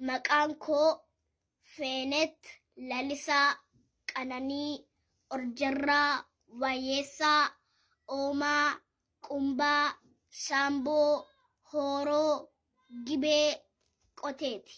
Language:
Oromo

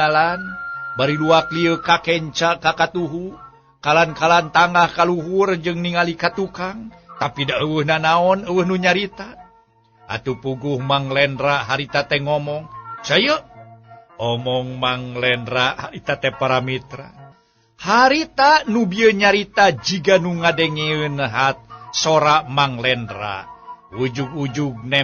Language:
Sundanese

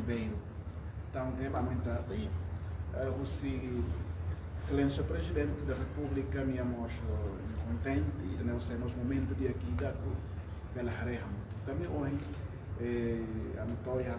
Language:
Tetum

